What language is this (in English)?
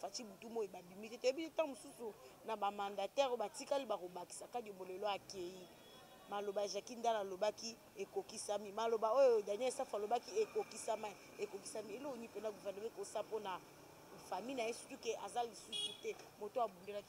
Lingala